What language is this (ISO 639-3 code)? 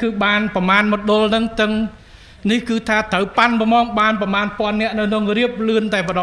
khm